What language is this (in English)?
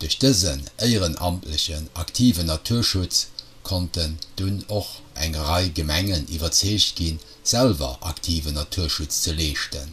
Luxembourgish